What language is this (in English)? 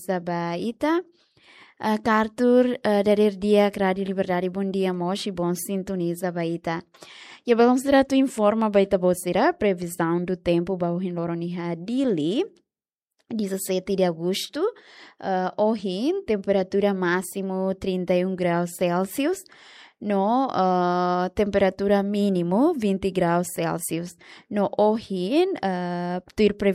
Tetum